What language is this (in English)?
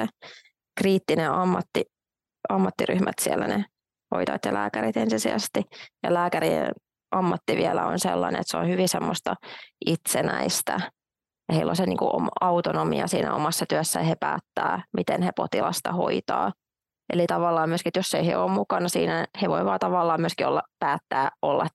Finnish